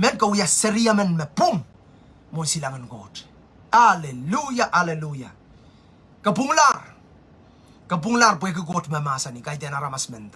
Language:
Pohnpeian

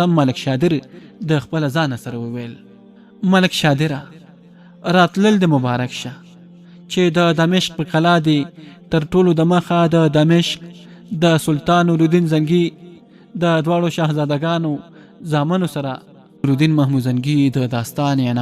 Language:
Pashto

